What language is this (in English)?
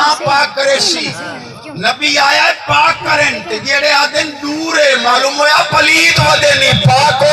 Saraiki